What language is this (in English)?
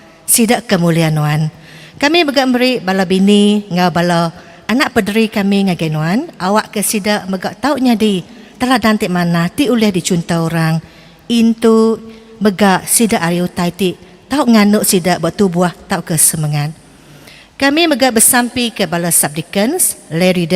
Iban